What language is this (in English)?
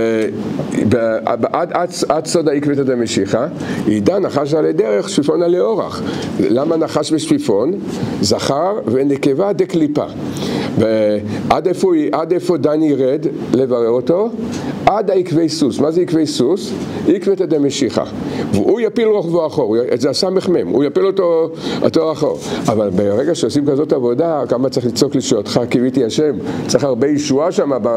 Hebrew